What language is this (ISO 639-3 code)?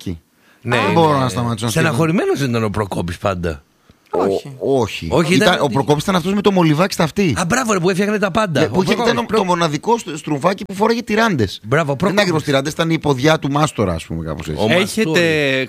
ell